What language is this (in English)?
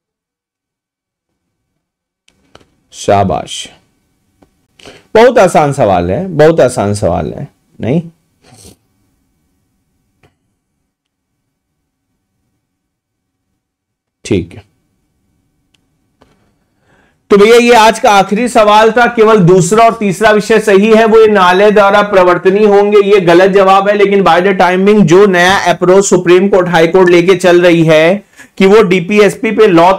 Hindi